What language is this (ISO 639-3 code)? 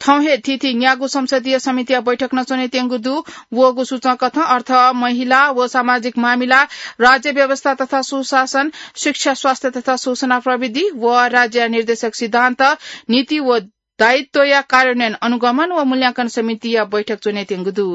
new